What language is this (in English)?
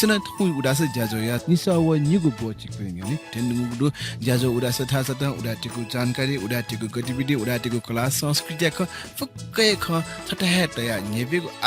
Newari